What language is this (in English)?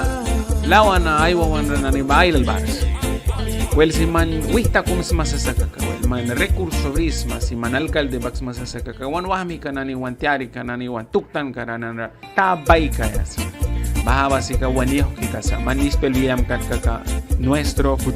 Mískito